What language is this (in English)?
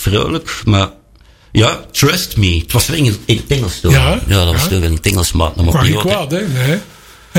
Dutch